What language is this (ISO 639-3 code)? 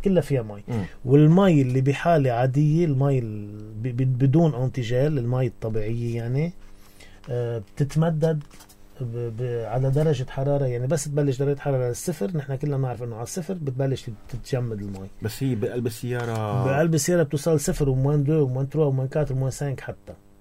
apc